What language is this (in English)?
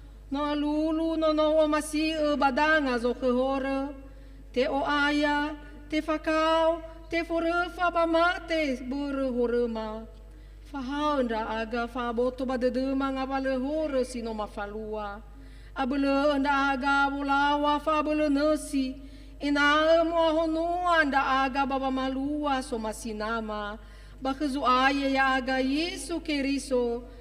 Nias